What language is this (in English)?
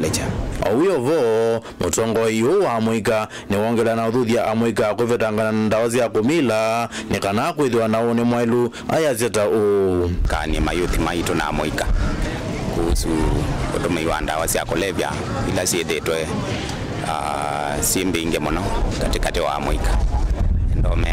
Kamba